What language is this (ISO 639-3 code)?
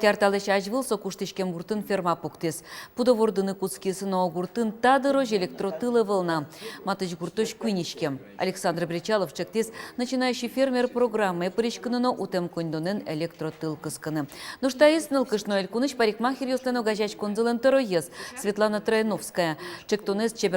udm